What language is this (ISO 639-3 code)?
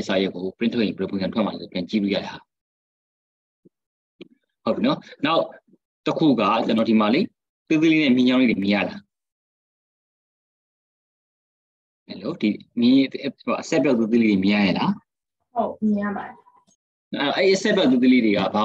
mya